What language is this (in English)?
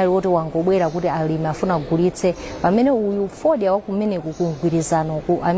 Nyanja